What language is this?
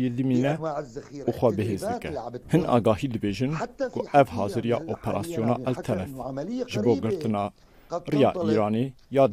Kurdish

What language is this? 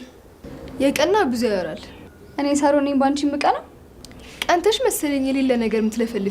Amharic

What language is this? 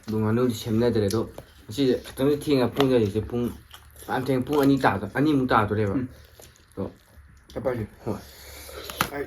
Manipuri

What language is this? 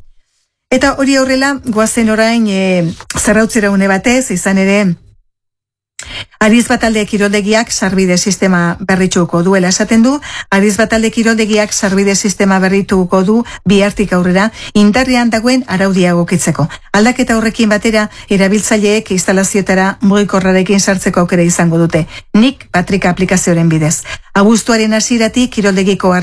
Basque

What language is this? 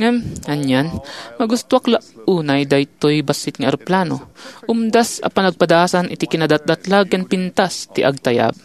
Iloko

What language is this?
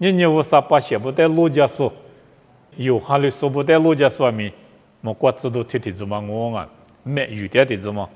Lisu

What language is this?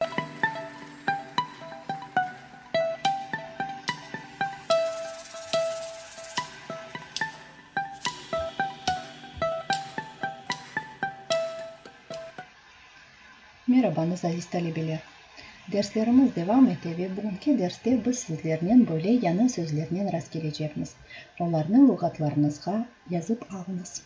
Crimean Tatar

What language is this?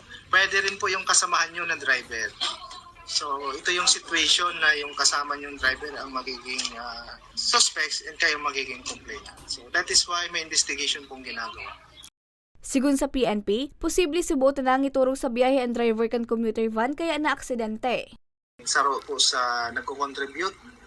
Bikol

